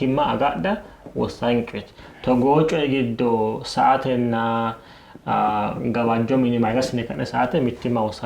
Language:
Sidamo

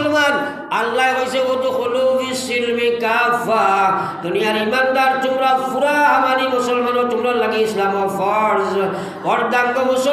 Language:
Sylheti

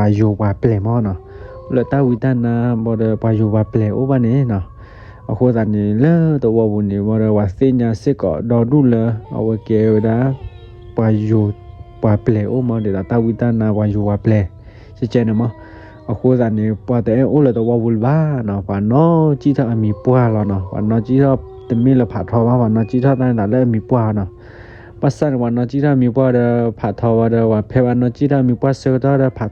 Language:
S'gaw Karen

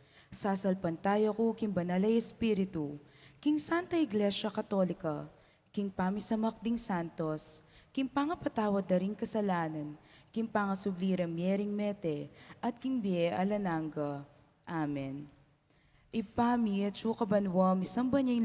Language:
Pampanga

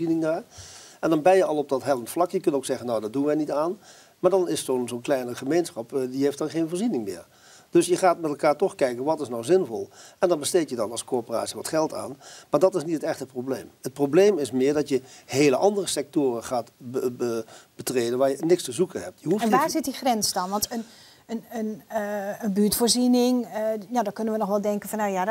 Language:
Dutch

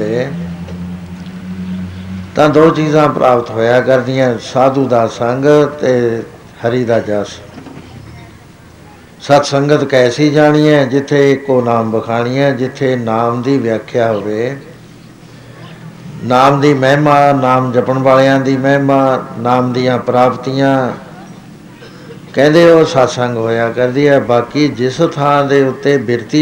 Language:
Punjabi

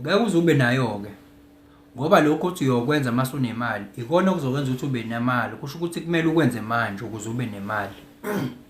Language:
Zulu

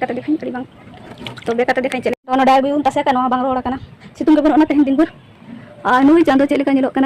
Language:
Santali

